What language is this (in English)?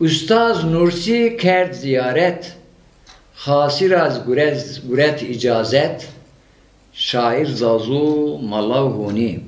Zaza